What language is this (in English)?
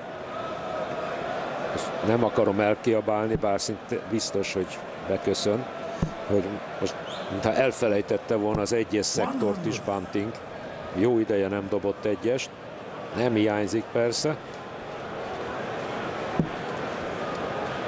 Hungarian